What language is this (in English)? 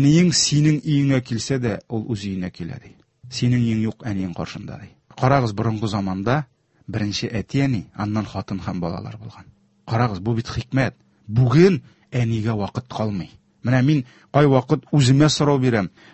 Tatar